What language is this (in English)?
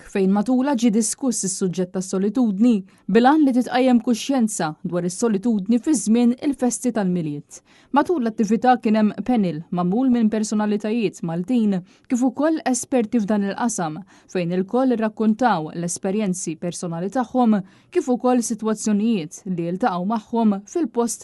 Maltese